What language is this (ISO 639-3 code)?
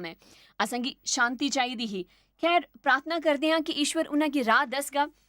doi